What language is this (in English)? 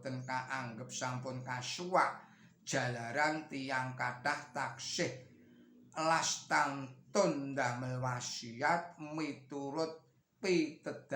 Javanese